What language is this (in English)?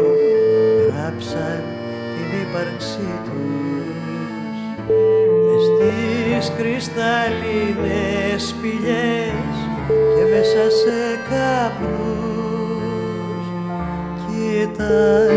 Greek